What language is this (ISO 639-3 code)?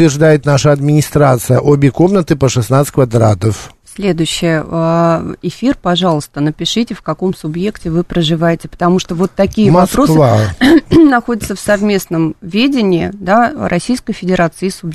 rus